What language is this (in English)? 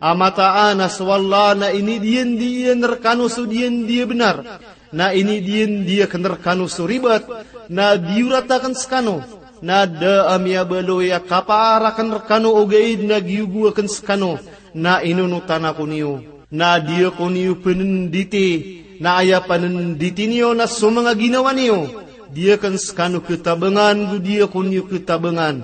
Maranao